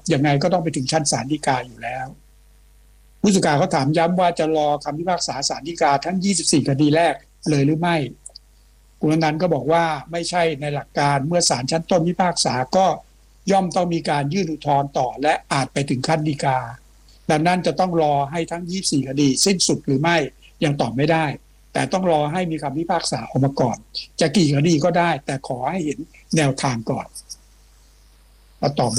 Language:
Thai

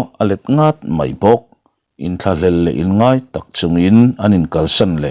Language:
Mizo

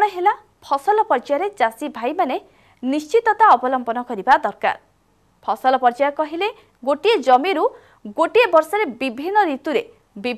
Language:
Odia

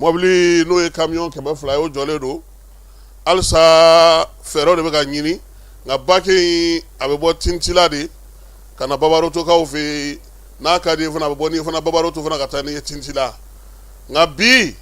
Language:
Bambara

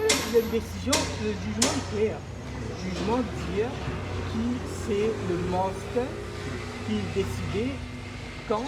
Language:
Morisyen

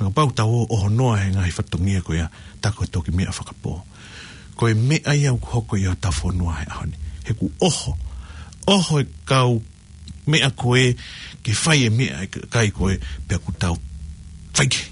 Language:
Tongan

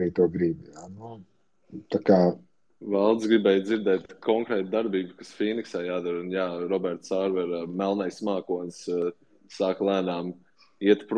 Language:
Latvian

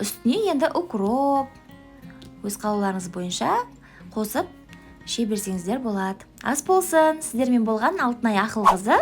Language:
Kazakh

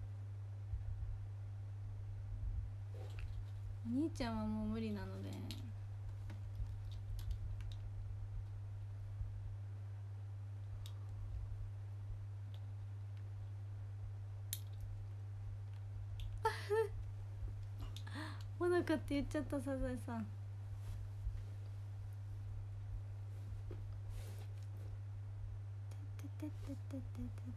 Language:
Japanese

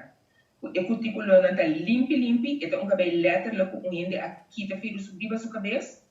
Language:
Papiamento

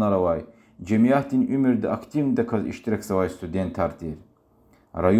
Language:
Lezghian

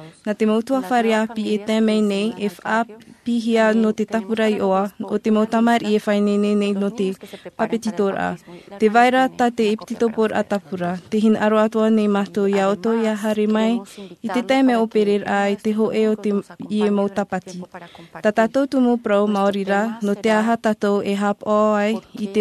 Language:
Tahitian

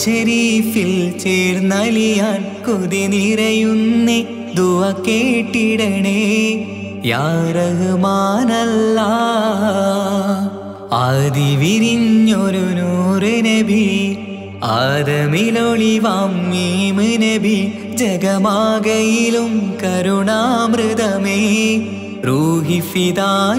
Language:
Malayalam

